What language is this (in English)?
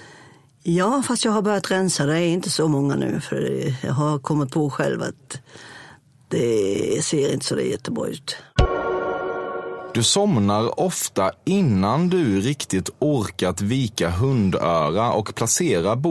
Swedish